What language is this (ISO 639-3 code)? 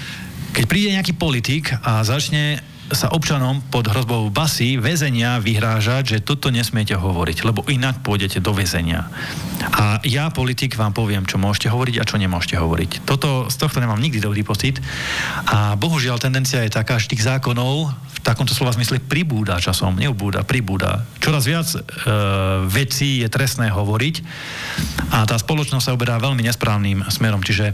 slk